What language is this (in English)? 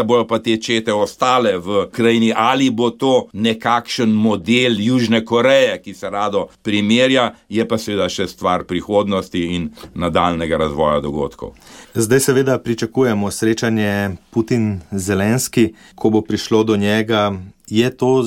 Slovenian